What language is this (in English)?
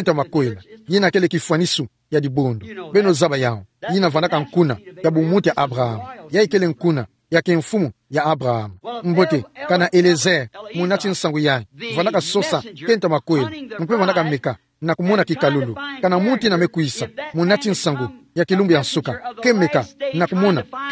Kituba (Democratic Republic of Congo)